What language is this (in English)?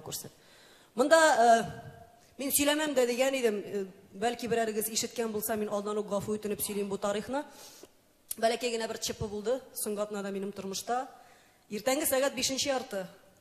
Tatar